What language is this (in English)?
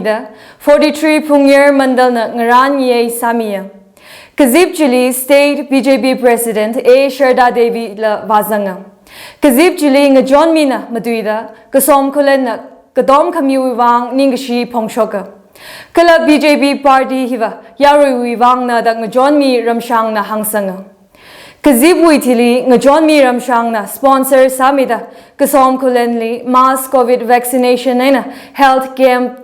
Tangkhul Naga (India)